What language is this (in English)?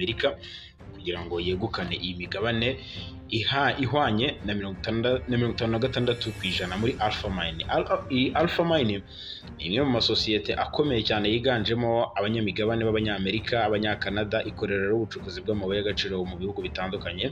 Kinyarwanda